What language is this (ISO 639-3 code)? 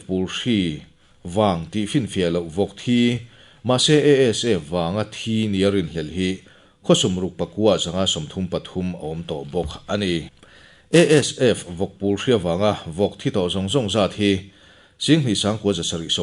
lus